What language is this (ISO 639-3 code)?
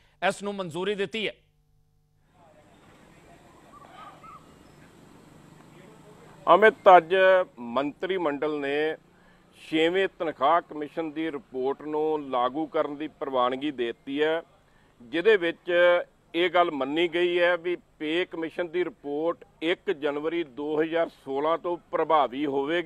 pan